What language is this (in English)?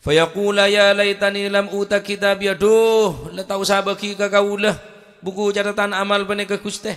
Madurese